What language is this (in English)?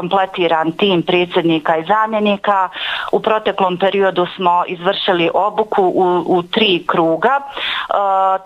Bosnian